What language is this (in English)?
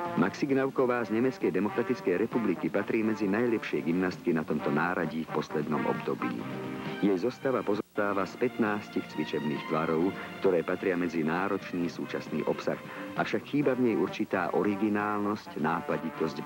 Slovak